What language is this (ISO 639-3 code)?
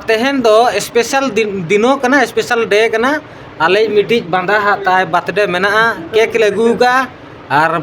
sat